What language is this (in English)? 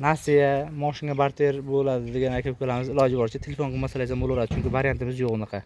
Uzbek